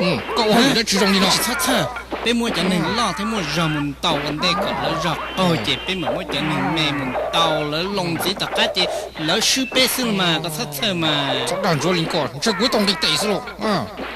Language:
Hmong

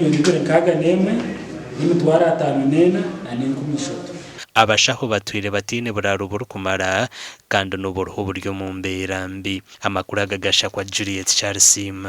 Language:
Nyankole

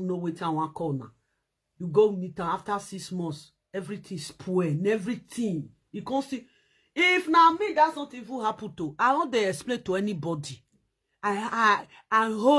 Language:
Nigerian Pidgin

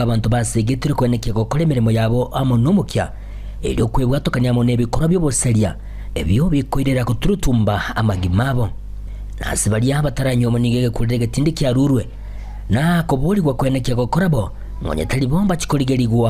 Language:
Gusii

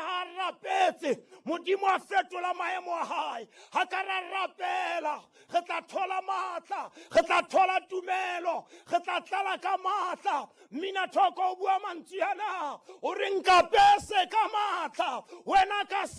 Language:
Southern Sotho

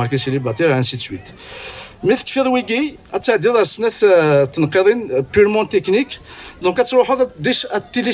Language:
Kabyle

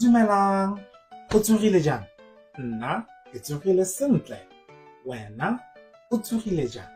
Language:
Tswana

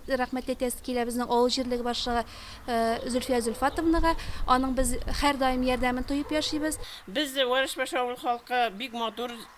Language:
Tatar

